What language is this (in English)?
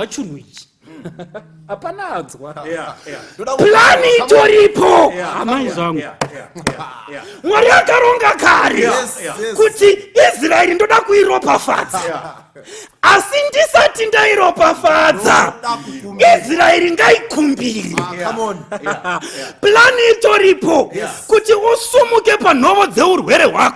Shona